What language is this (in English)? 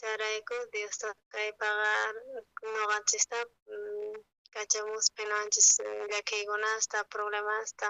South Bolivian Quechua